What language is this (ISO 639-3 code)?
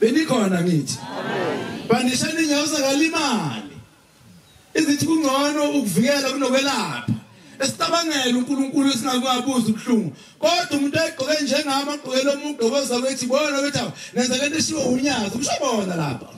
zul